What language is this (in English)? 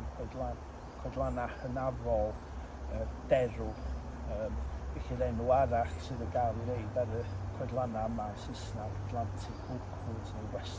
Welsh